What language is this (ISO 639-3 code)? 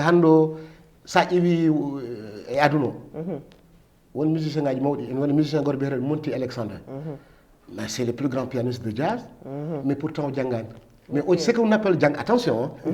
ful